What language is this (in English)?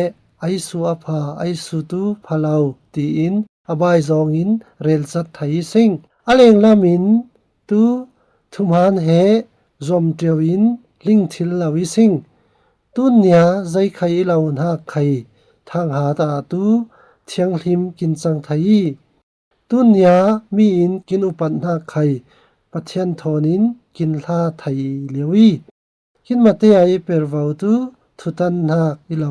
Falam Chin